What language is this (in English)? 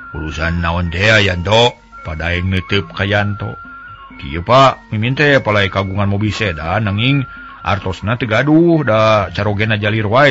Sundanese